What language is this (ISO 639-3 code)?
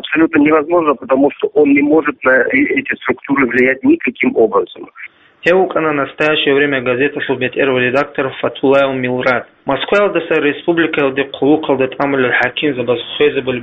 ava